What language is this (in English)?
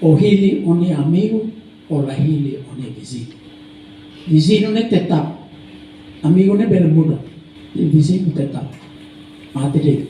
Tetum